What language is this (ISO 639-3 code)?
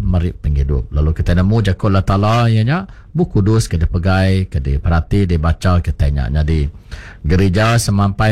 iba